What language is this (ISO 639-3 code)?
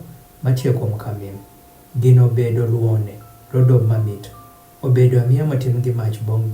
adh